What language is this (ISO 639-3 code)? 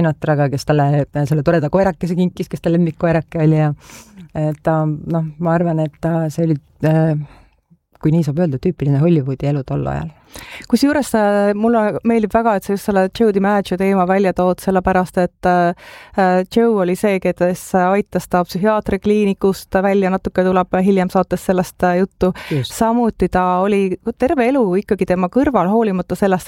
est